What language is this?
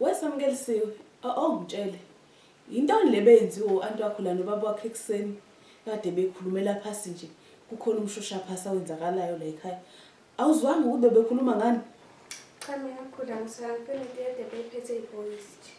Zulu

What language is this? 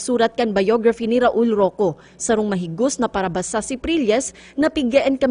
Bikol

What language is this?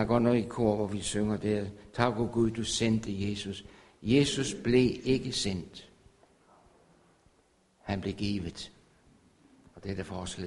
Danish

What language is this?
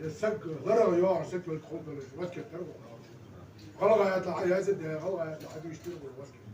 Ingush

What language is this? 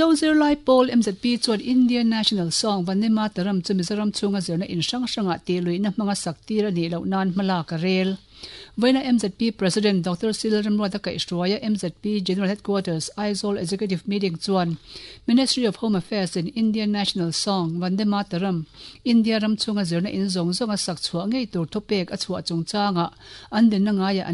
Mizo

